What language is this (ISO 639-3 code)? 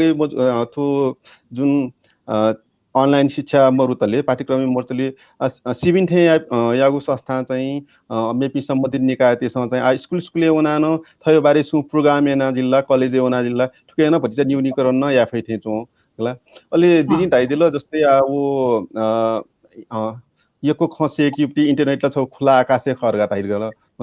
new